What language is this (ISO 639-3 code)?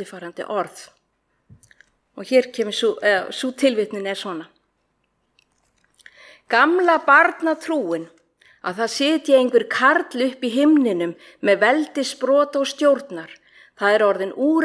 isl